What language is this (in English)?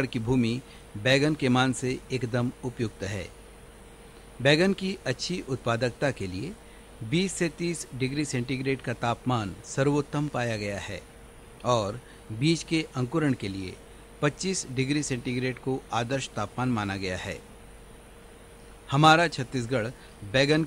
Hindi